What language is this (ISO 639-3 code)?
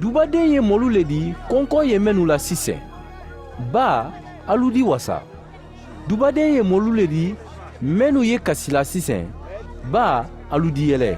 man